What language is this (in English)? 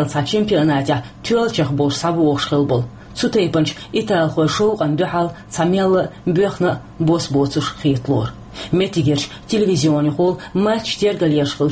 Chechen